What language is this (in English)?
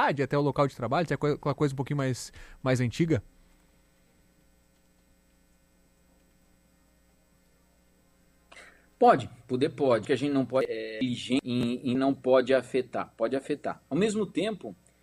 Portuguese